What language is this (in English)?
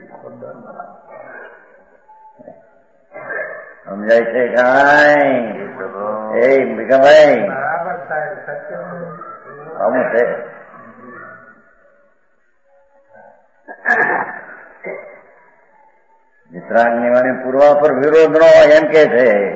Gujarati